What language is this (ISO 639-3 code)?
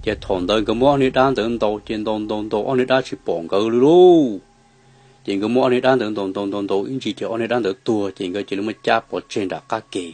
hmn